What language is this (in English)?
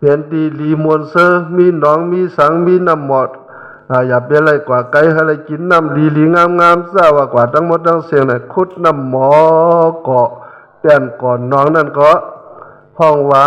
Shan